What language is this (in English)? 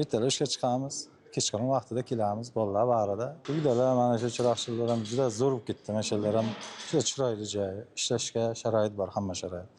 Uzbek